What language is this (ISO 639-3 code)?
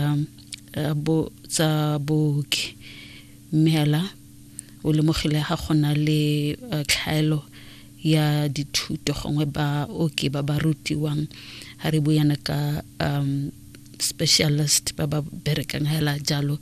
tsn